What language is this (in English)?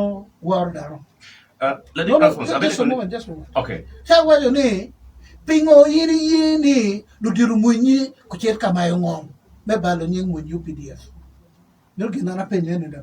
Acoli